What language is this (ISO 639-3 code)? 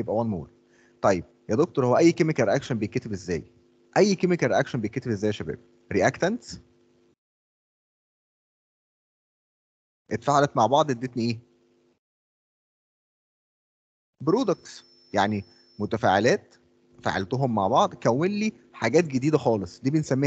arz